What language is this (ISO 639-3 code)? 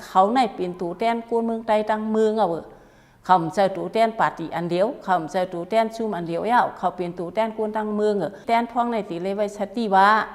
shn